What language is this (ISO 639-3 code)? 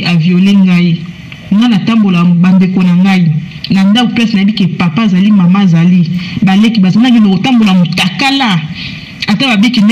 lin